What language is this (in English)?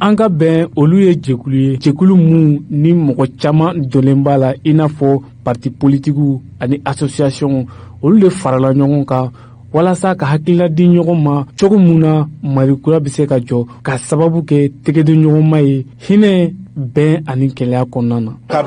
Bambara